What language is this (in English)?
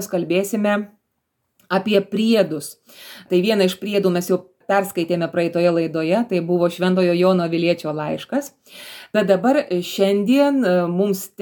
Lithuanian